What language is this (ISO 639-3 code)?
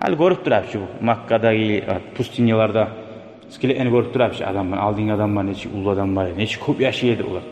kum